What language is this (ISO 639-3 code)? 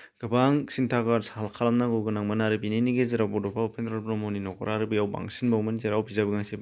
brx